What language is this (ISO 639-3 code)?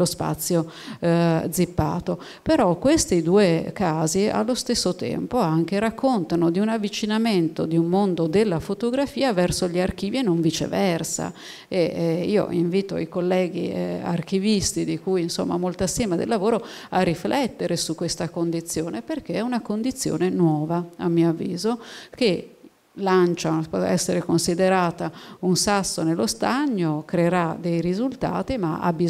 ita